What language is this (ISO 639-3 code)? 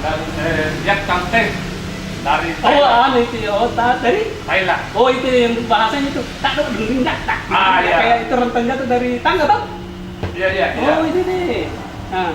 mfp